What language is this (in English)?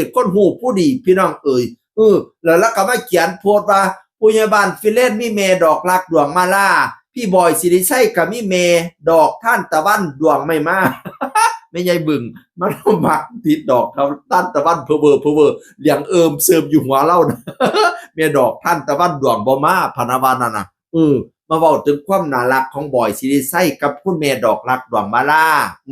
Northeastern Thai